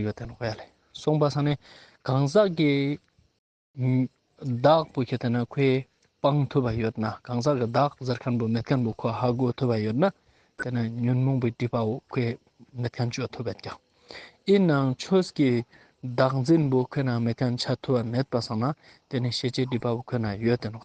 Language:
Ladakhi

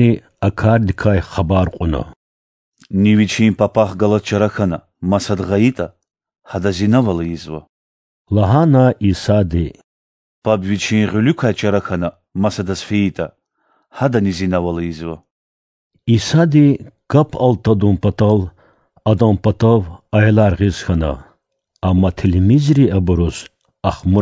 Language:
Lezghian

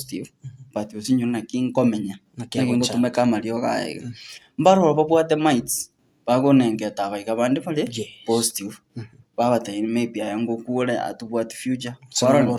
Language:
Gusii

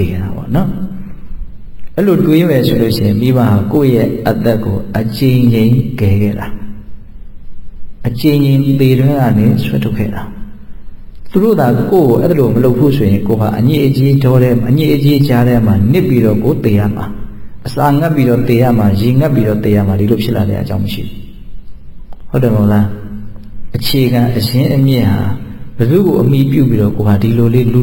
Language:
Burmese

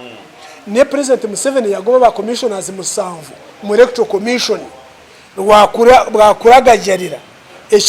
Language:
Ganda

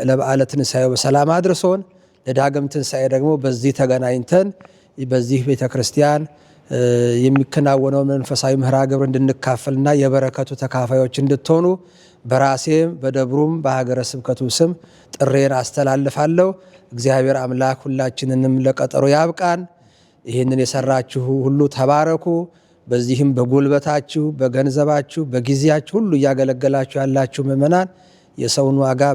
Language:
Amharic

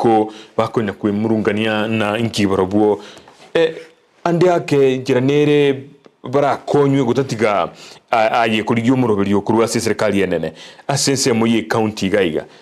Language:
Gusii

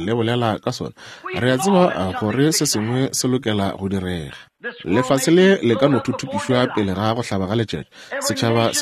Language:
Northern Sotho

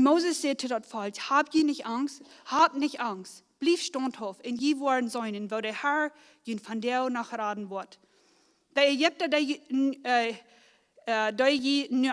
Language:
Plautdietsch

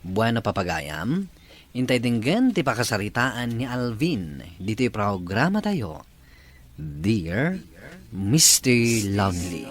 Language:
Iloko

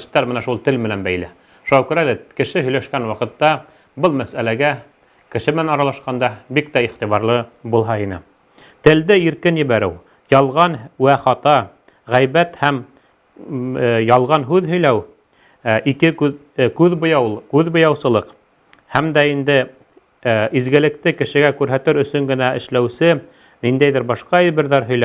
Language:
Bashkir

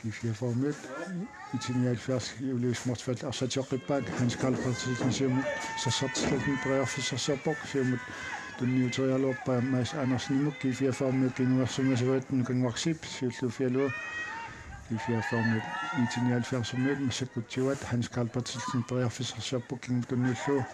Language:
Kalaallisut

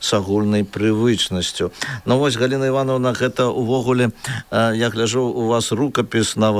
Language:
Belarusian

